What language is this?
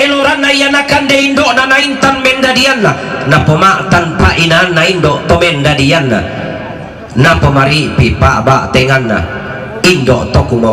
Toraja-Sa'dan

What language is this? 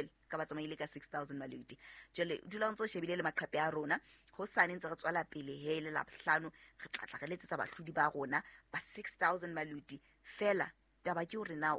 Southern Sotho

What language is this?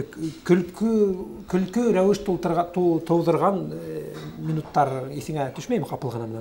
Bashkir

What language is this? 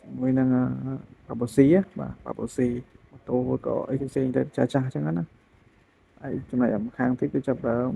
Khmer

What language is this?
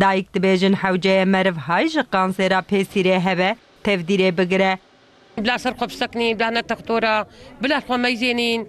Kurdish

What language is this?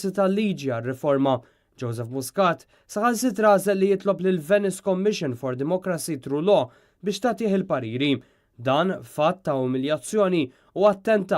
Maltese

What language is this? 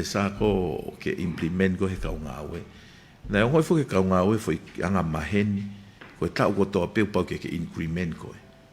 Tongan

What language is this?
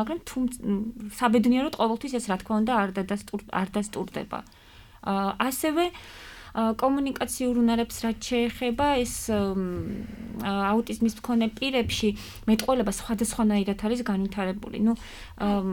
Georgian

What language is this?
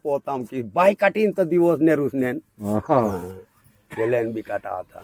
Aheri Gondi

